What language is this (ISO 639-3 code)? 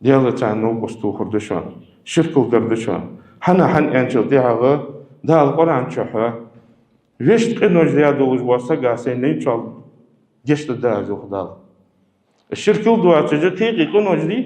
inh